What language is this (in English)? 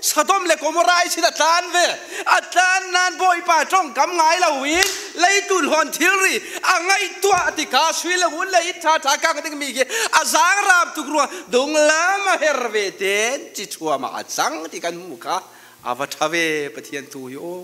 Falam Chin